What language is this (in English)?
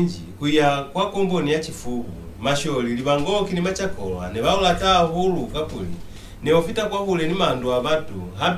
Lozi